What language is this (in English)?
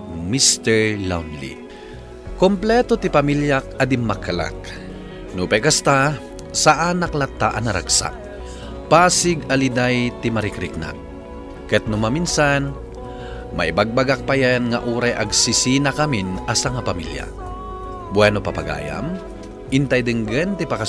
Iloko